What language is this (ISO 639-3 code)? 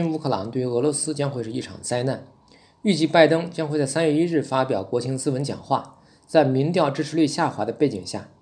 zho